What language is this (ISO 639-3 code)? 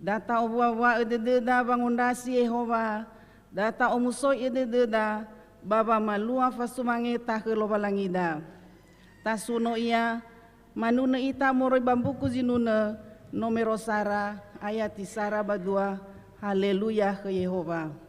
nia